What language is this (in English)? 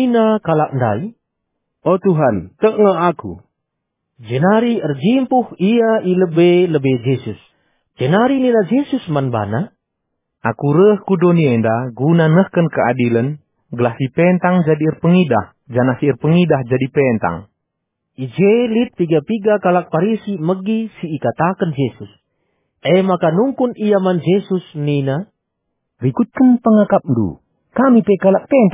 Batak Karo